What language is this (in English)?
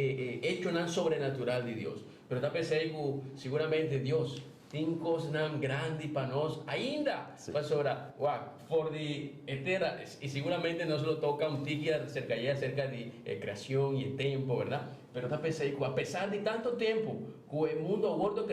Papiamento